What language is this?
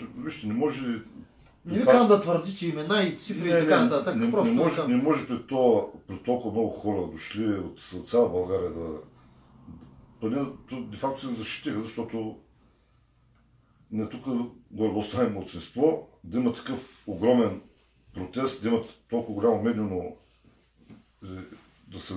Bulgarian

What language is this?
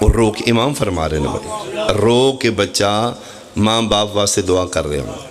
Pahari-Potwari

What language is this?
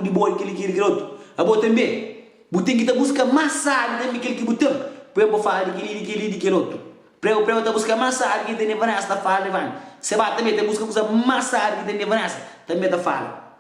Kabuverdianu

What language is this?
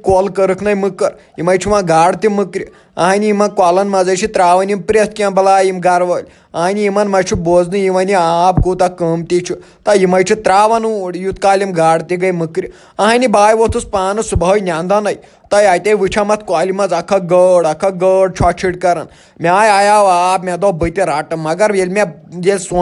Kashmiri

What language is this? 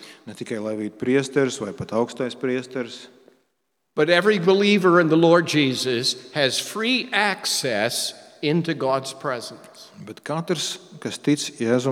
Latvian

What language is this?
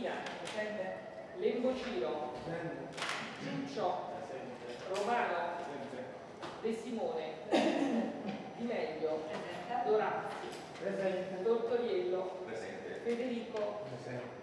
Italian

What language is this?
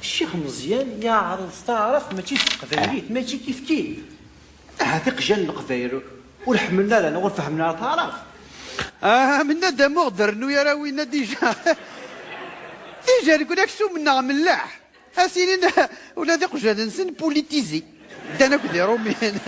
Kabyle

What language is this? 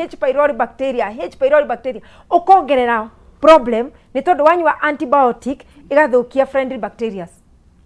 Kikuyu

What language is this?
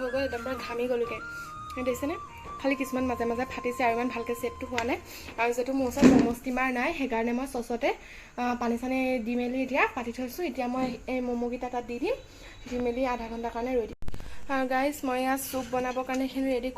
Assamese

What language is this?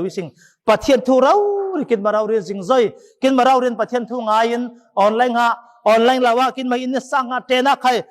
Falam Chin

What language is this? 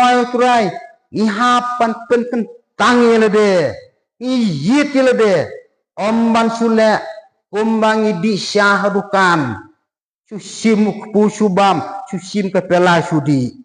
Khasi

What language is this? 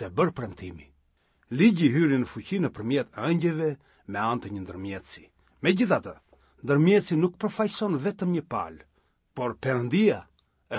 Albanian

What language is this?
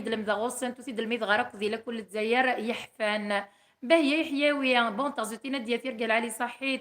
Kabyle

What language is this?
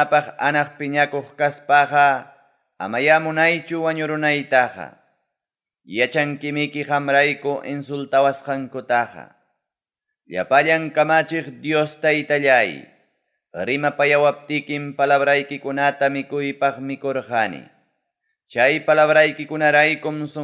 Ayacucho Quechua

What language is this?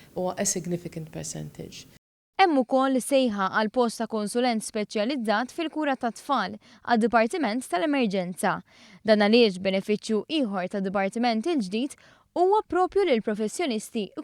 Maltese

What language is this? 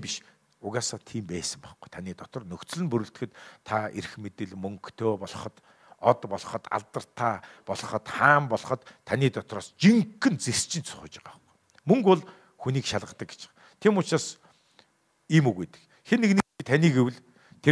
Mongolian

